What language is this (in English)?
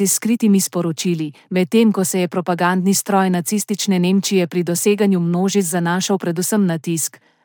Slovenian